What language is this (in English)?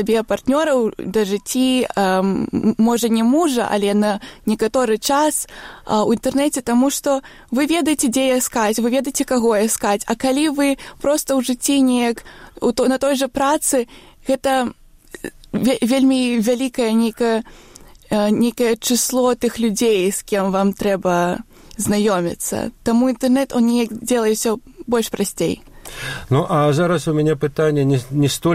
Belarusian